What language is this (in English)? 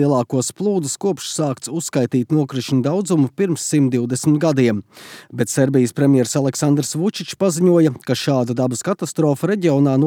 Latvian